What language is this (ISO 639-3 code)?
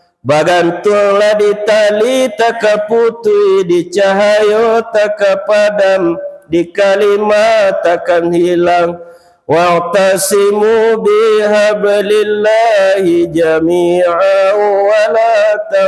min